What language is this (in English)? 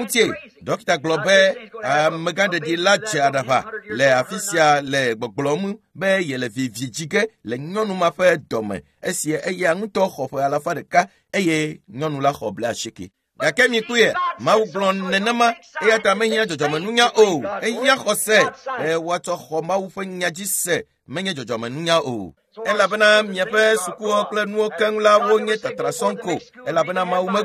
Ewe